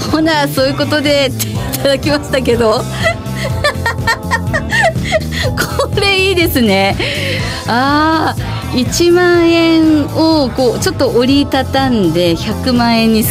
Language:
Japanese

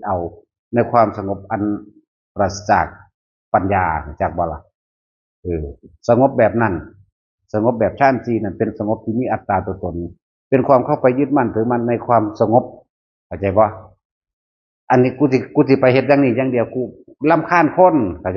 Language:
Northeastern Thai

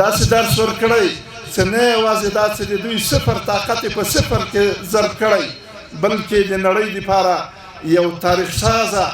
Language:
Pashto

